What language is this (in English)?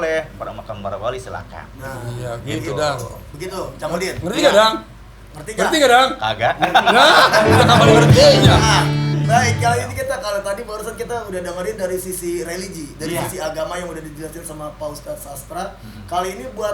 Betawi